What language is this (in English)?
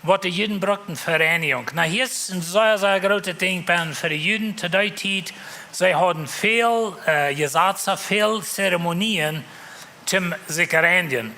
Plautdietsch